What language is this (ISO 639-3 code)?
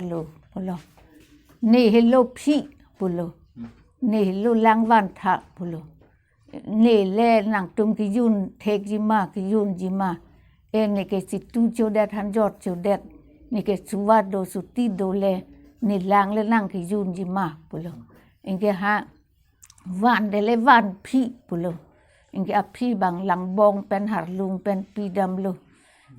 mjw